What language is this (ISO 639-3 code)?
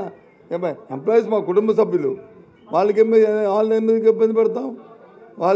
tel